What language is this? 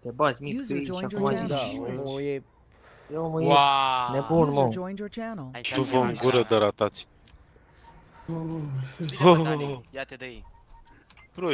Romanian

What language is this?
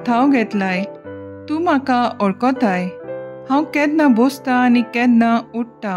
Konkani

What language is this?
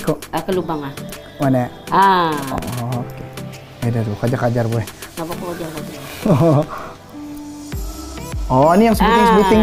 Malay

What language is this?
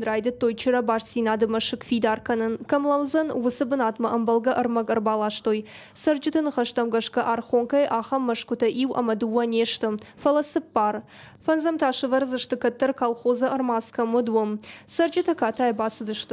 Ossetic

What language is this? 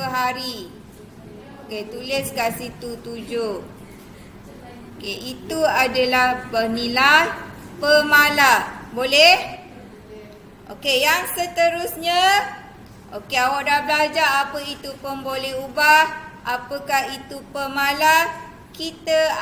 Malay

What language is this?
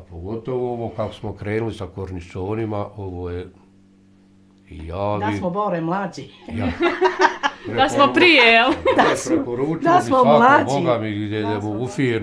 Bosnian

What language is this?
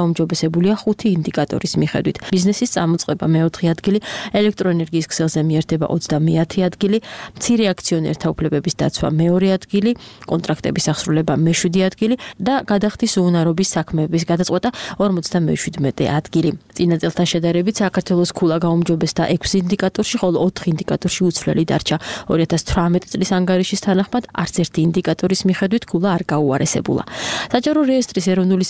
Georgian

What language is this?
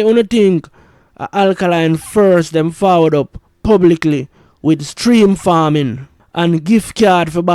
Jamaican Creole English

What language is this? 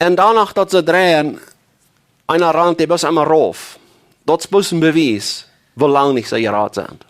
Plautdietsch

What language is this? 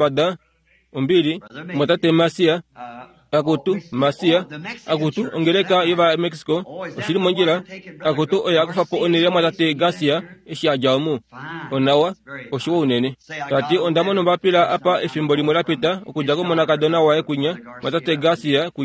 Kuanyama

